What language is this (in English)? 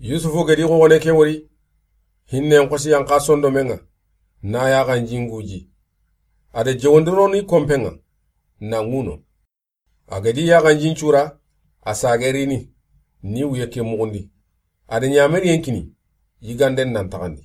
Soninke